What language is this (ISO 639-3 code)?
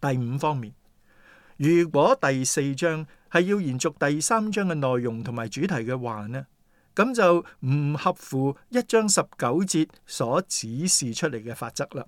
yue